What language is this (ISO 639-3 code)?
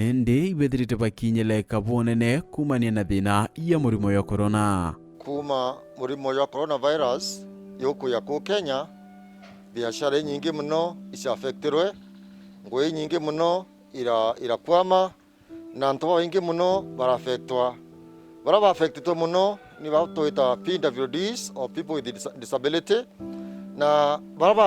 mer